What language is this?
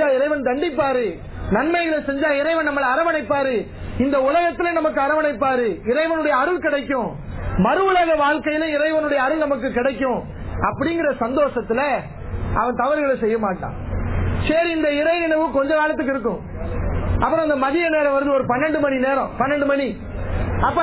Tamil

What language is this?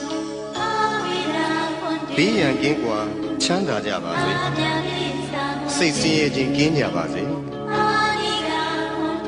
Burmese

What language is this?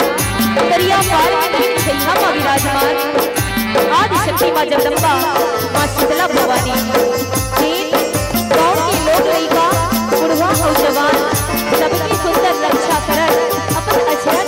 Chhattisgarhi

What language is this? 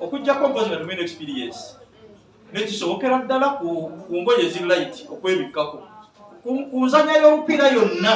Ganda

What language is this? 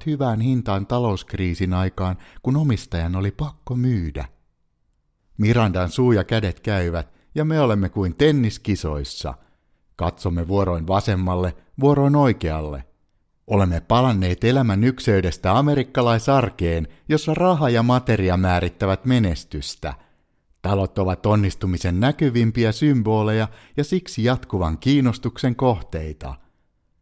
Finnish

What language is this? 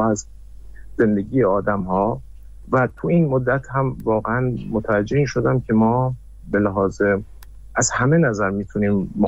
Persian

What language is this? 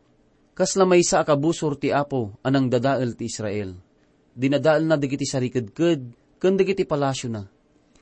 Iloko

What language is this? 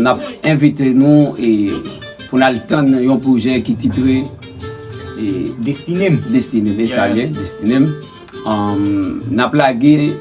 Haitian Creole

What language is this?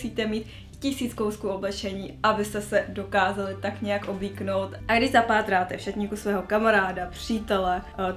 Czech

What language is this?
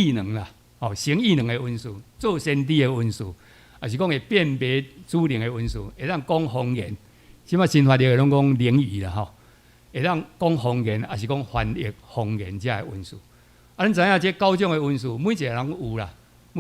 Min Nan Chinese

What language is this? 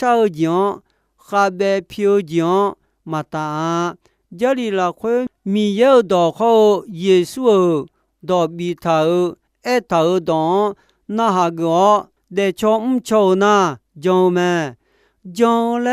Akha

